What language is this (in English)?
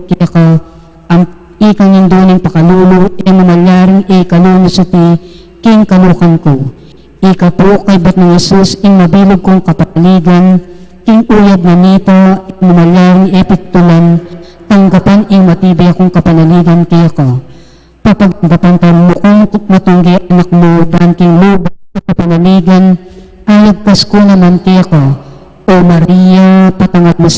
Pampanga